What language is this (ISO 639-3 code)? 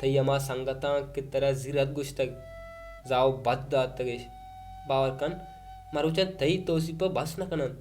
bal